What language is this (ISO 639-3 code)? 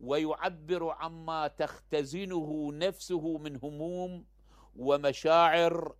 acm